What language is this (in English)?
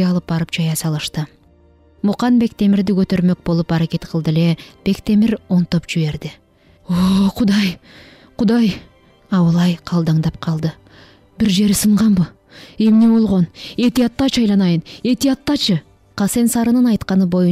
Kyrgyz